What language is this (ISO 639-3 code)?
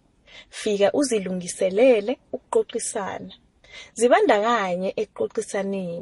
nbl